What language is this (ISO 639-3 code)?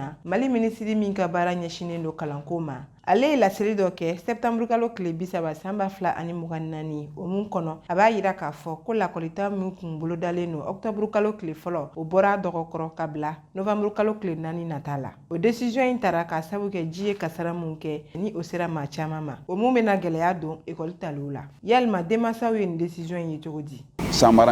bam